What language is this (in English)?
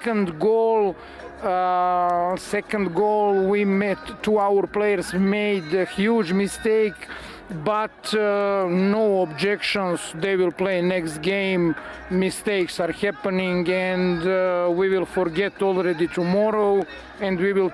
Tswana